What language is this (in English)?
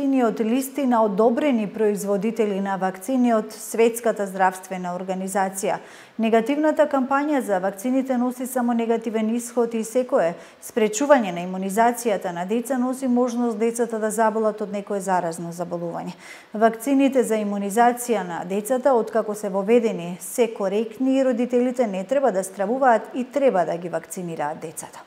Macedonian